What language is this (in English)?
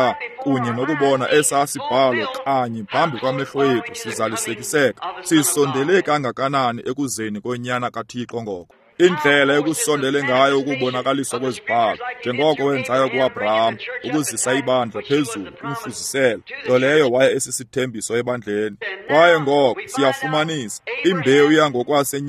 Xhosa